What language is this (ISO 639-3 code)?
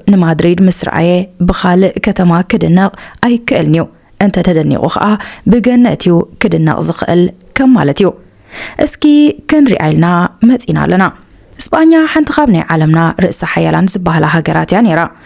tir